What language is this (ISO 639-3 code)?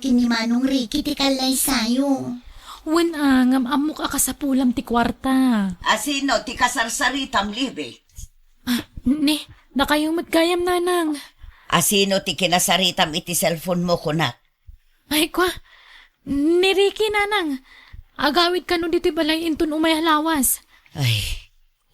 ilo